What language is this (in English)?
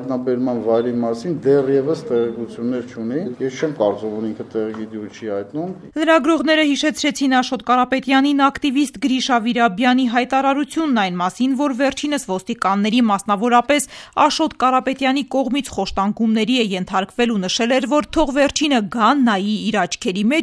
Armenian